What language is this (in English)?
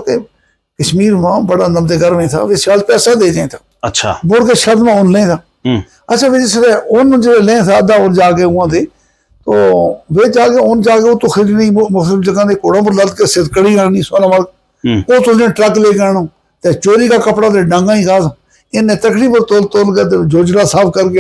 Gujari